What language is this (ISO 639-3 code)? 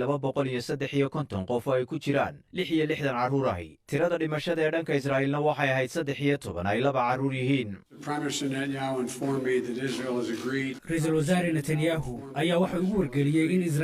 som